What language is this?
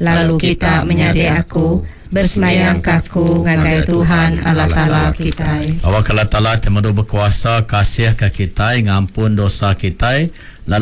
Iban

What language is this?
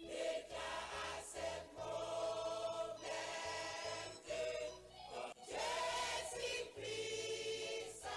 Ewe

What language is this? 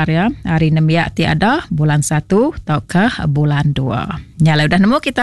Iban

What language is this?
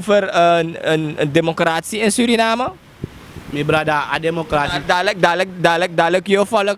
Sranan Tongo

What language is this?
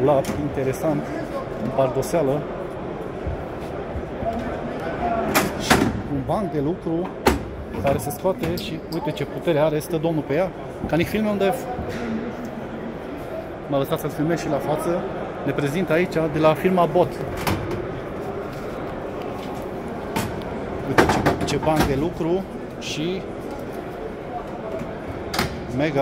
Romanian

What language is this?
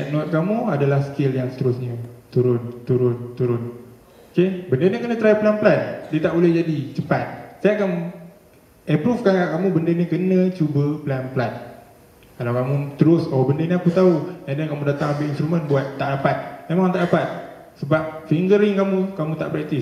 Malay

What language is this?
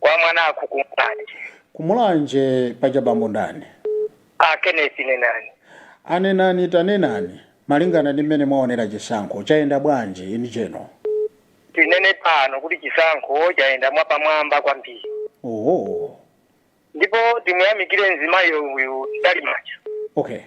Nyanja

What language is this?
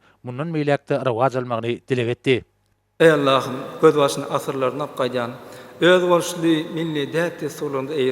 Turkmen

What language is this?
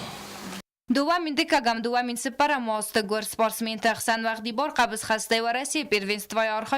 Ossetic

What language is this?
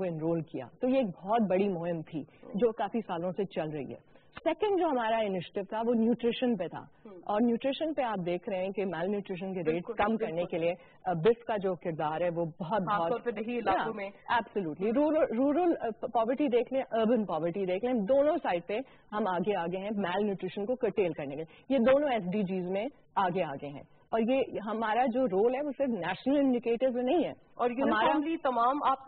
Urdu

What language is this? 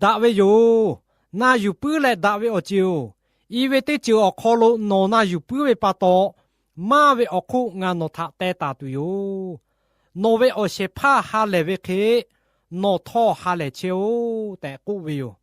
Lahu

